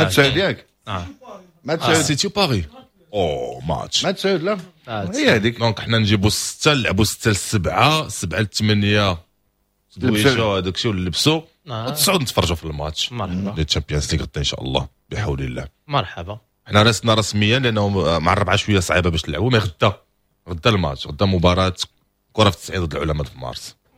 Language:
Moroccan Arabic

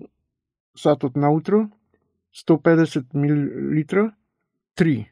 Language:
Macedonian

